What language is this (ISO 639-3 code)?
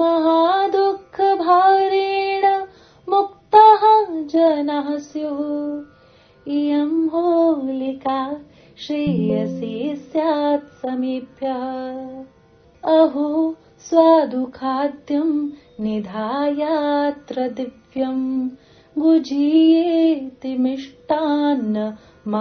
san